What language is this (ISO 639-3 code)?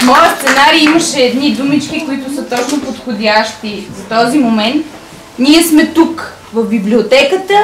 bul